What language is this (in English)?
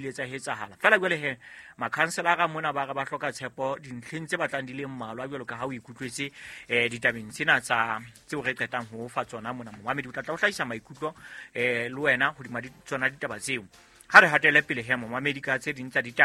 Southern Sotho